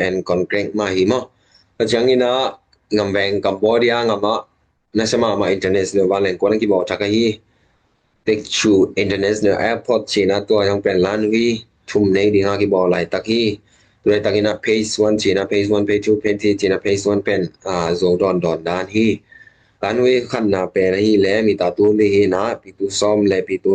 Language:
Tedim Chin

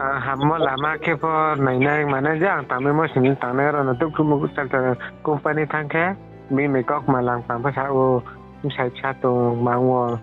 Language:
Riang (India)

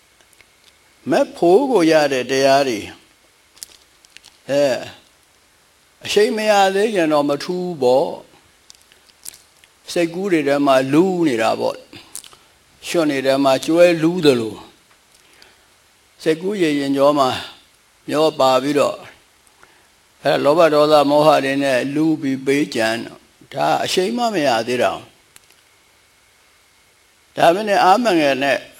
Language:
Burmese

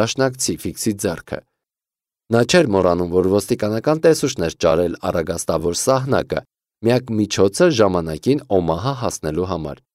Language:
Armenian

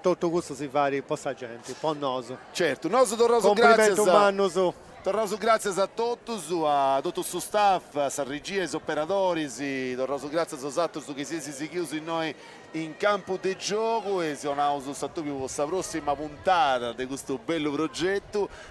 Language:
Sardinian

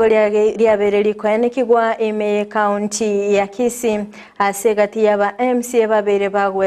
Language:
Gusii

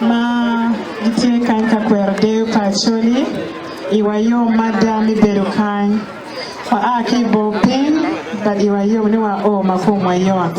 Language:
Acoli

